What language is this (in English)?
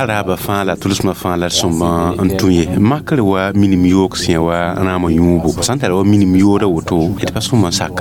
Mossi